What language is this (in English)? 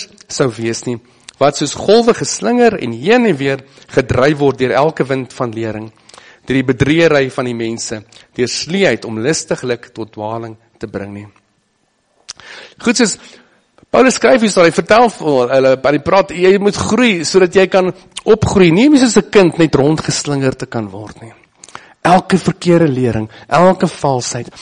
Afrikaans